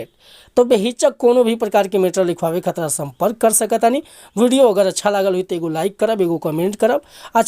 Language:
Bhojpuri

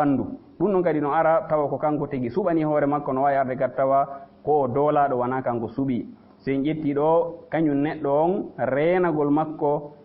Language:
Fula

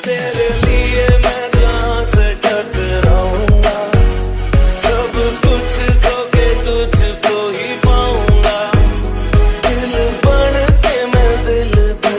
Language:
Hindi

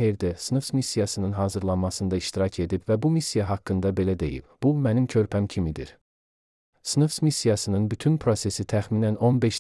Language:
Azerbaijani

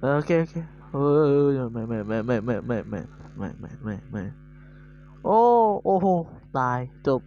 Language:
Lao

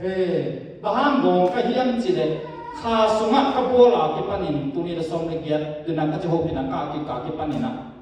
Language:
Tedim Chin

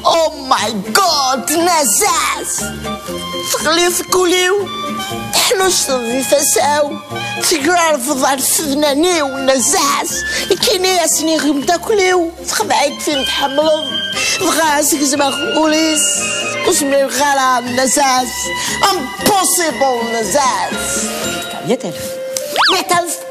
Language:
Kabyle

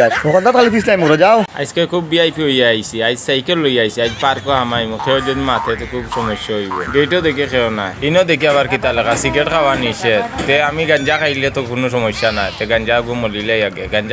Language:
Sylheti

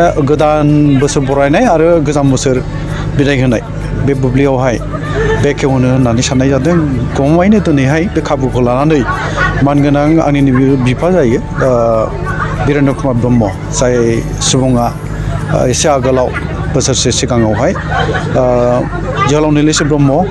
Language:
Bodo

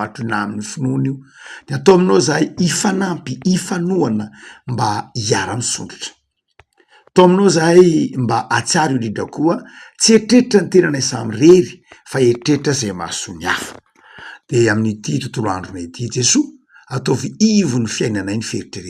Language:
Malagasy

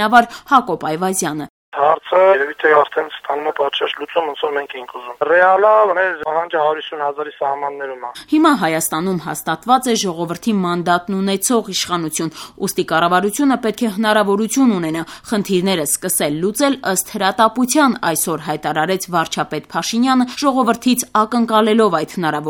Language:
Armenian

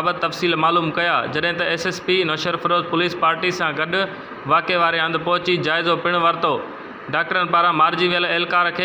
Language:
Sindhi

